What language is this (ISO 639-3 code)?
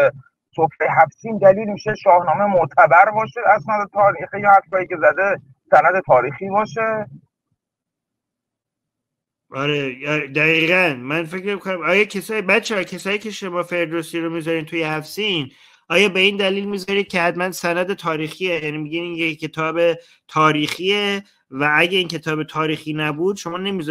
fas